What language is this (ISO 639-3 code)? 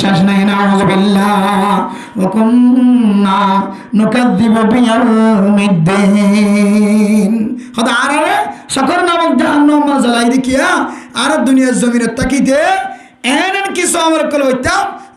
rhg